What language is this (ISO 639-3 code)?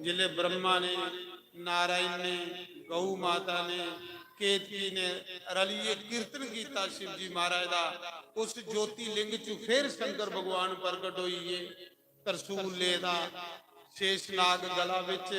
doi